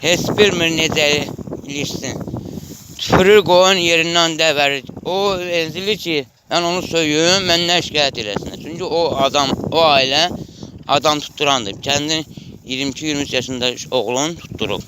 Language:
Azerbaijani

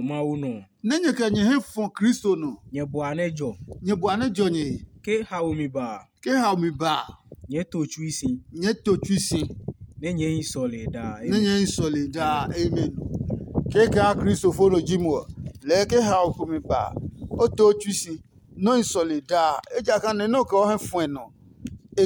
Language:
Adangme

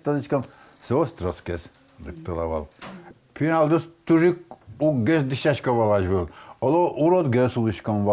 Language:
Udmurt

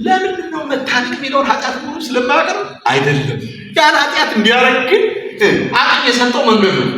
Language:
Amharic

